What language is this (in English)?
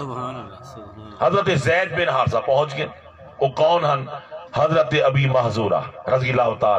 Saraiki